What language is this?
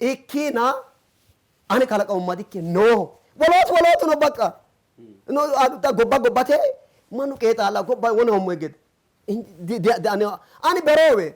Sidamo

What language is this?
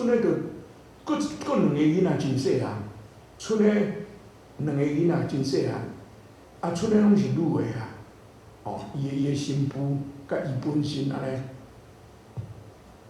Min Nan Chinese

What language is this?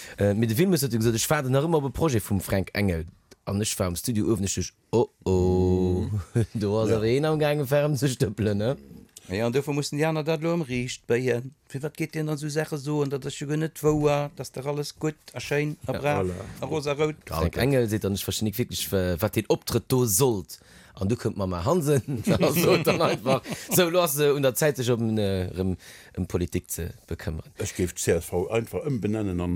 Luxembourgish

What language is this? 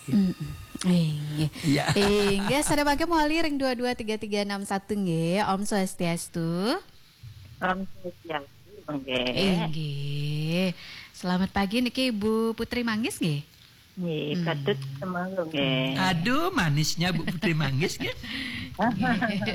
Balinese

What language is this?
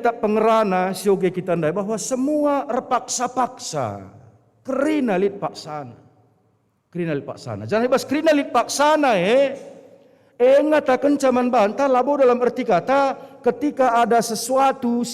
Batak Karo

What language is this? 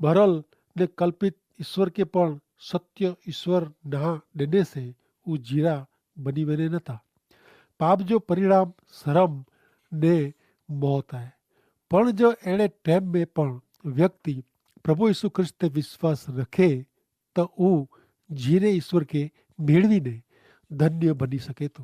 Kachhi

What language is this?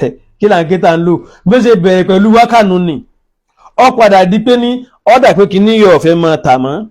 Yoruba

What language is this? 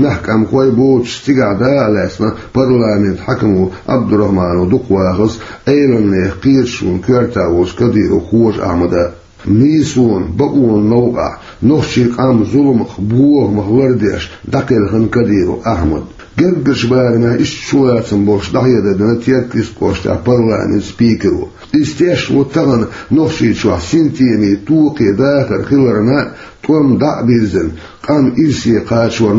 Chechen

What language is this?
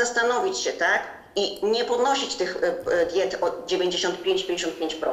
Polish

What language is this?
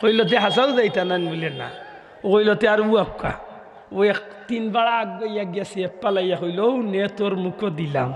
Sylheti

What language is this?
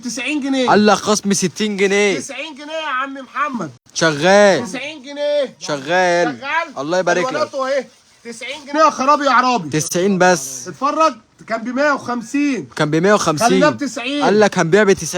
Egyptian Arabic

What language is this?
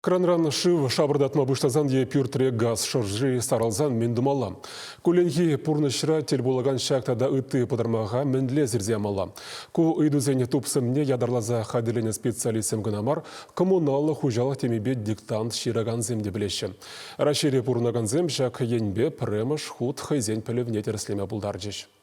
Chuvash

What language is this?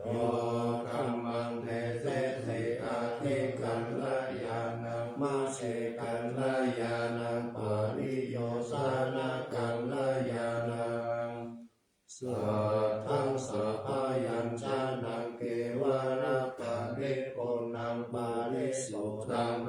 Pali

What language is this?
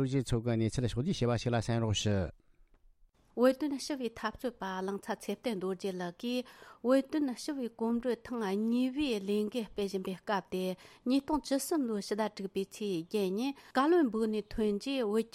Tibetan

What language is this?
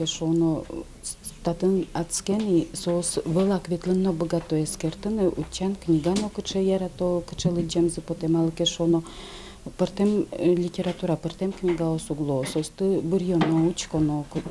Udmurt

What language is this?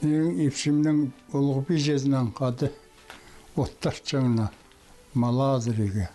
Khakas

